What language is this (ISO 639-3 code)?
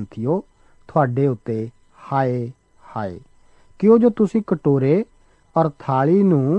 pan